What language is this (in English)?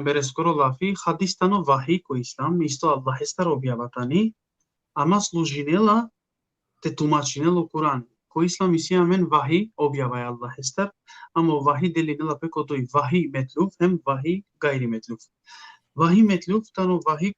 Balkan Romani